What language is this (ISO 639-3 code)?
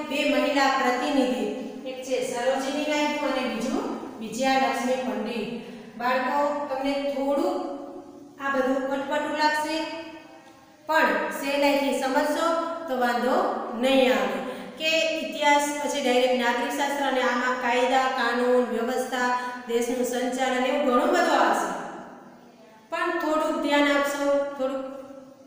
guj